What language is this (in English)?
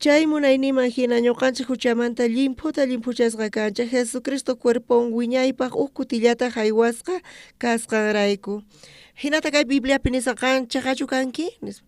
South Bolivian Quechua